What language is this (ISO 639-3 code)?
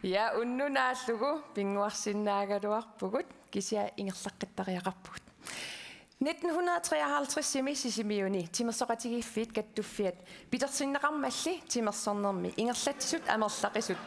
kal